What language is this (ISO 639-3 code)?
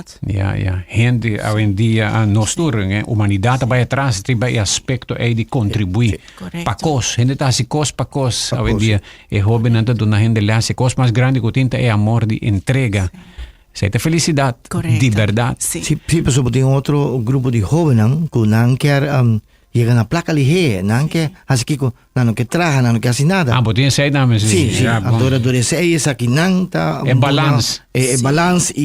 pap